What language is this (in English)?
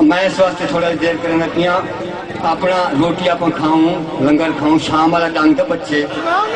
Saraiki